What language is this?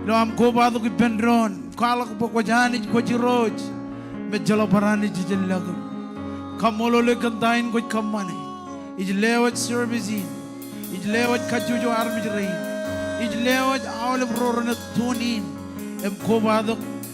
Marshallese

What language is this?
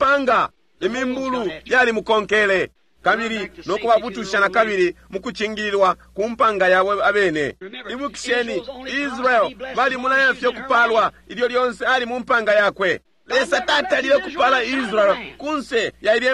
Bemba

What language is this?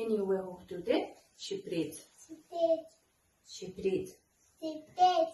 Mongolian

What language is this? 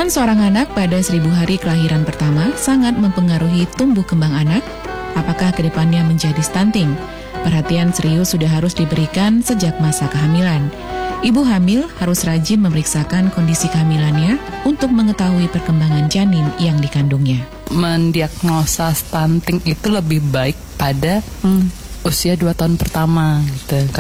Indonesian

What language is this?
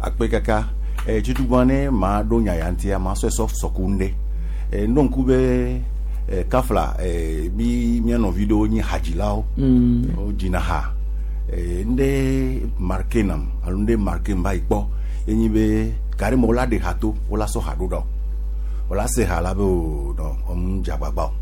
Gen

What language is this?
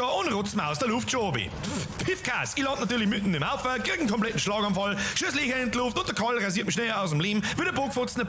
Bavarian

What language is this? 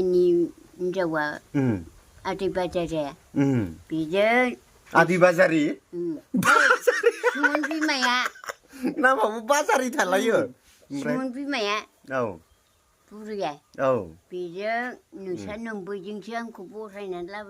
Bodo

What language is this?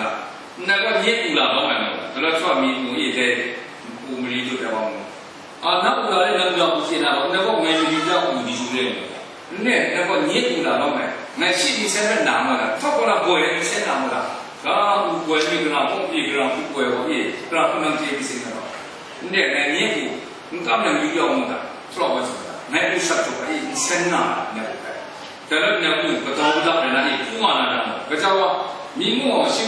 Kachin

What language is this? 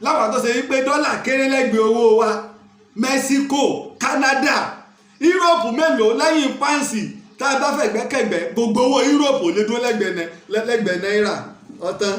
Yoruba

